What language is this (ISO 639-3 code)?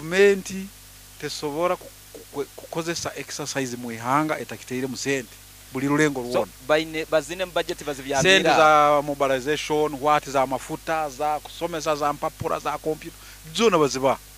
nyo